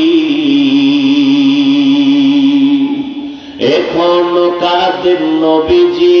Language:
Bangla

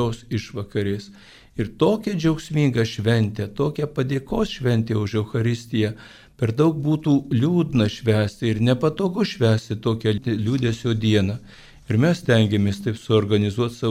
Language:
Lithuanian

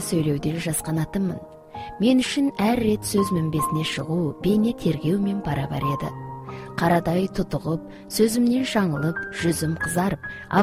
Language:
Kazakh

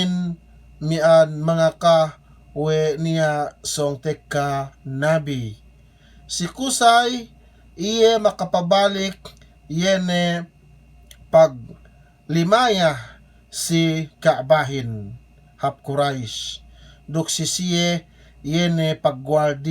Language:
Yakan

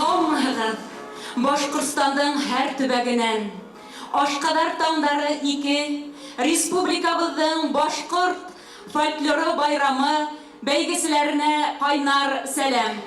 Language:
Bashkir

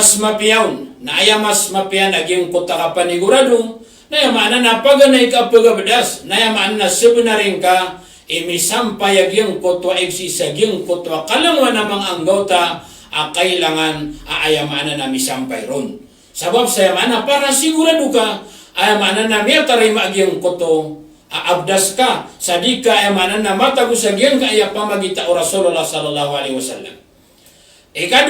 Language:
Maranao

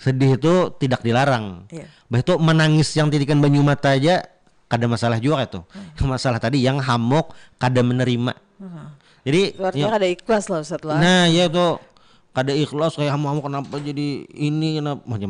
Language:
Banjar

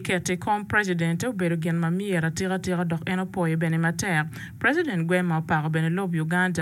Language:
Acoli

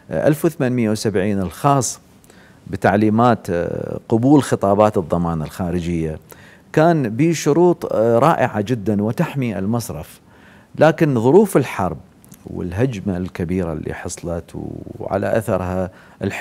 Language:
Mesopotamian Arabic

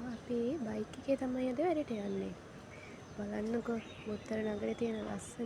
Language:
Sinhala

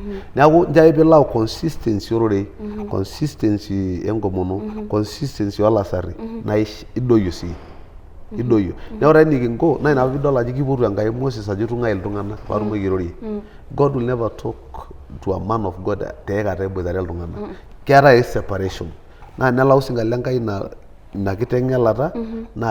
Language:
Masai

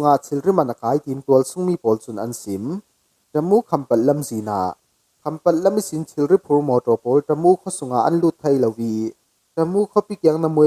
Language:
Falam Chin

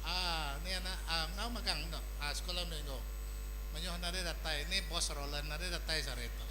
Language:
Iban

